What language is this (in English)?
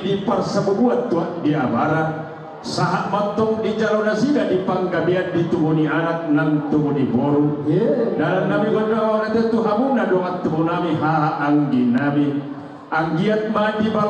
Batak Toba